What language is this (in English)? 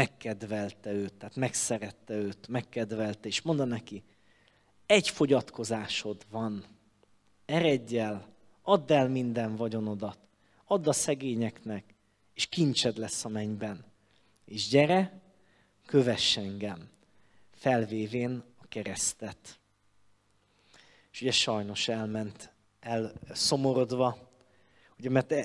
Hungarian